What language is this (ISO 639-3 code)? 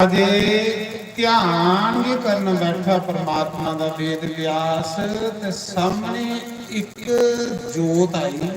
doi